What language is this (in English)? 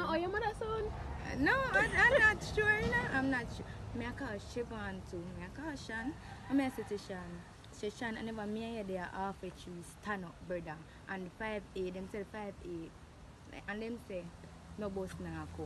Jamaican Creole English